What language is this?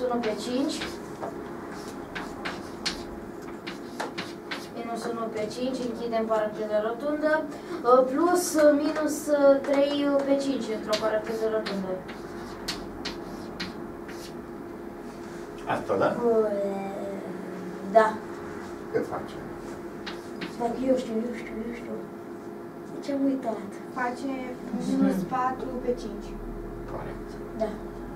Romanian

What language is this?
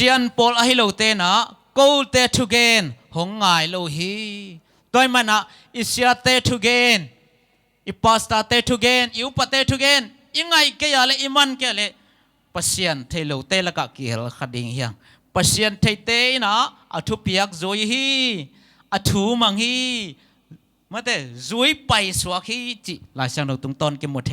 Tedim Chin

